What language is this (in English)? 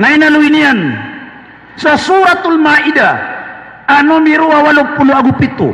Maranao